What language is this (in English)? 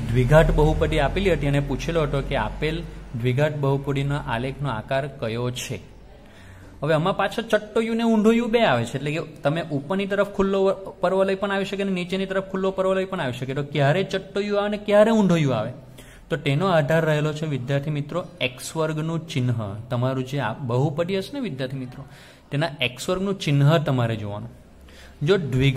Gujarati